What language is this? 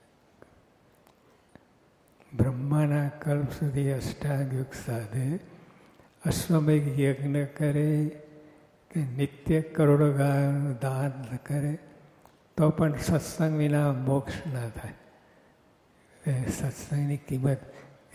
Gujarati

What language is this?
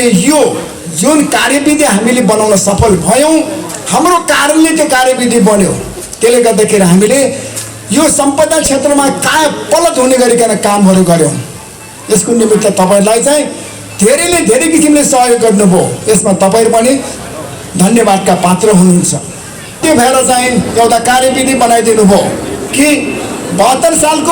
Nepali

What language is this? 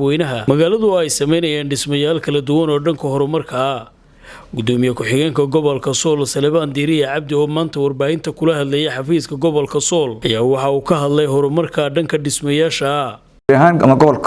Somali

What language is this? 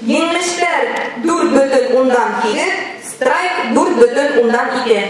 Bashkir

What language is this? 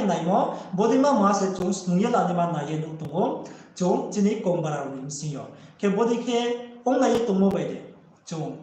Riang (India)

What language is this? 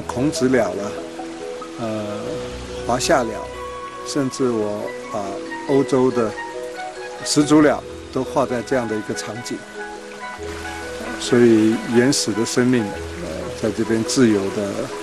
Chinese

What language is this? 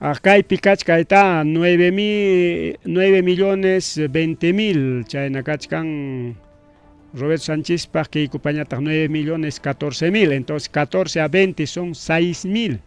Ayacucho Quechua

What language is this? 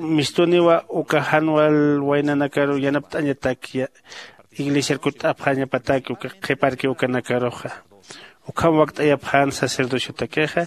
Aymara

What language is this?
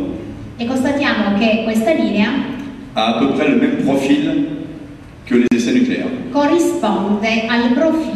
Italian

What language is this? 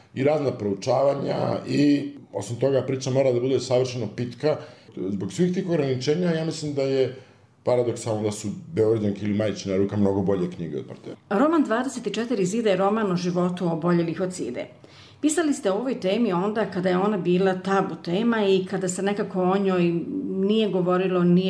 Serbian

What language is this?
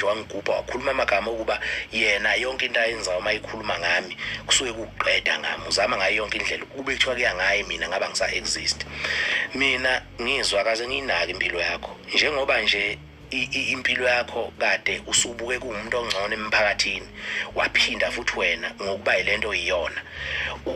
Zulu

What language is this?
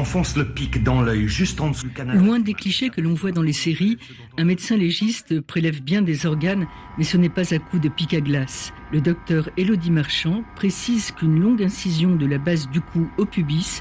French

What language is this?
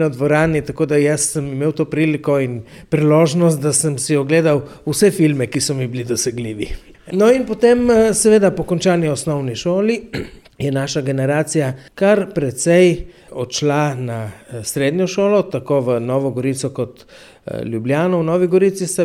Slovenian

